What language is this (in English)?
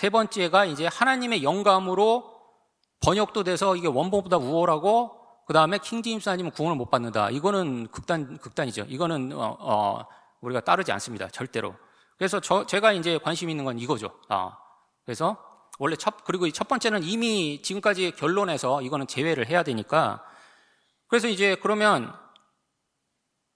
Korean